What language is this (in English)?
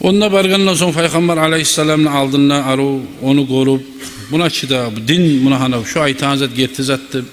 Kumyk